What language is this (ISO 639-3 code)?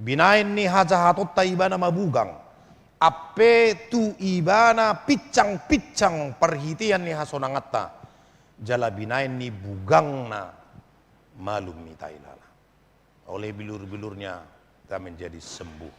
bbc